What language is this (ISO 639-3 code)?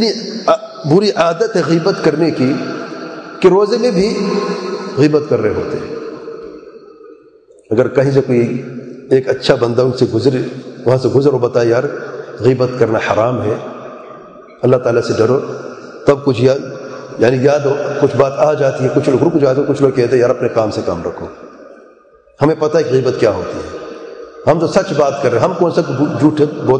urd